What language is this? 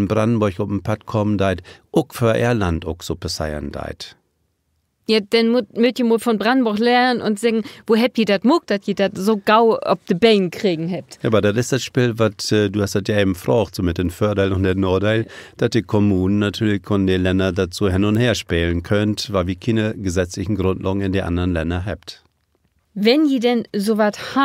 Low German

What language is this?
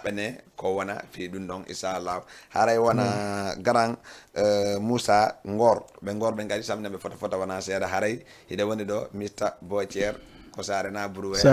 Fula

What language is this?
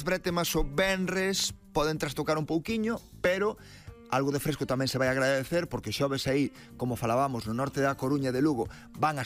Galician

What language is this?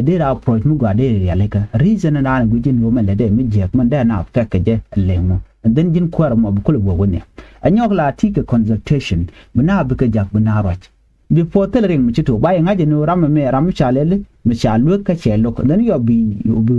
Nuer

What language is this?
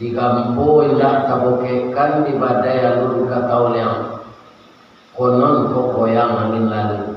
Minangkabau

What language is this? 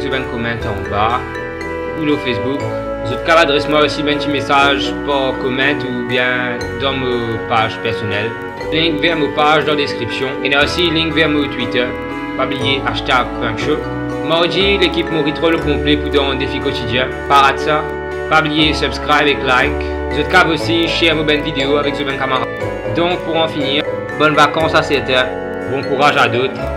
Morisyen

